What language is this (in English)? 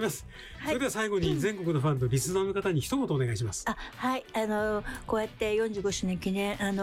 Japanese